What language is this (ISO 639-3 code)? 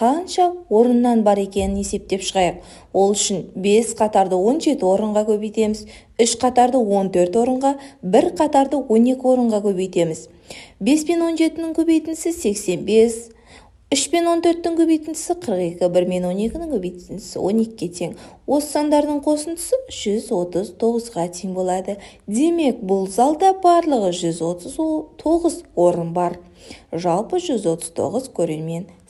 kaz